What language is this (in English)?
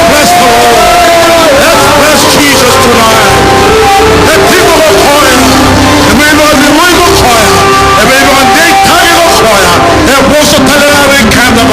Fijian